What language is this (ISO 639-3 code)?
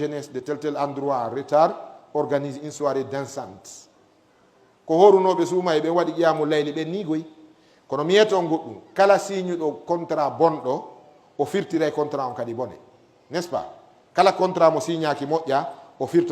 ful